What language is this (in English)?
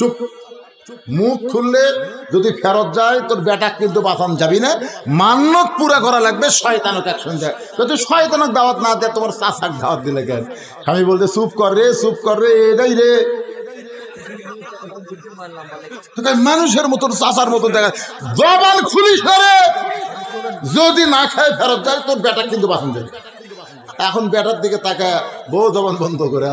Bangla